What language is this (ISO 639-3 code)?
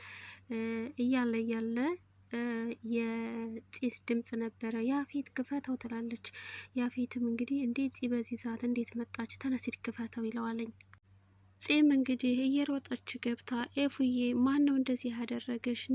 amh